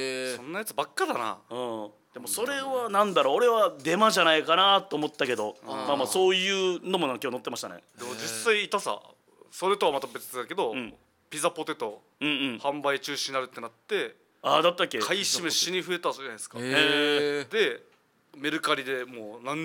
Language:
Japanese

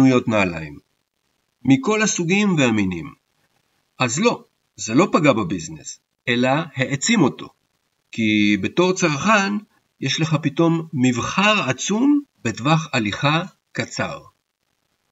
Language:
Hebrew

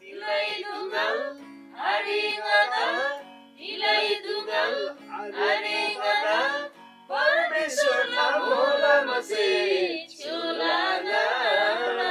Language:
Eastern Tamang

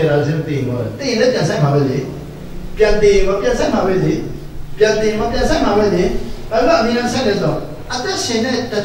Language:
Burmese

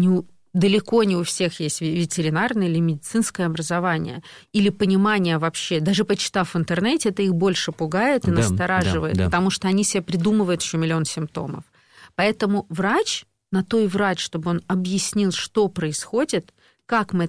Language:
Russian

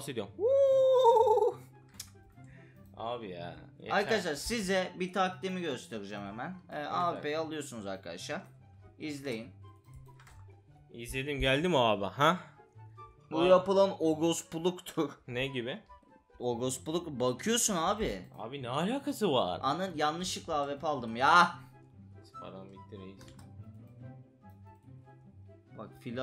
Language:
Turkish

